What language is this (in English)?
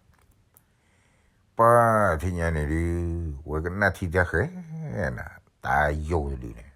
S'gaw Karen